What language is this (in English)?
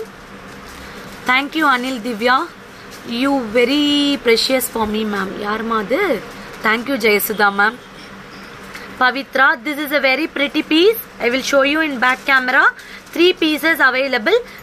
Tamil